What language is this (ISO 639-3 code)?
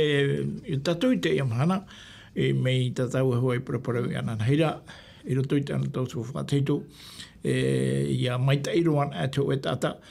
tah